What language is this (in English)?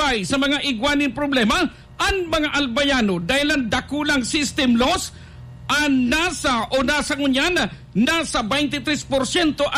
Bikol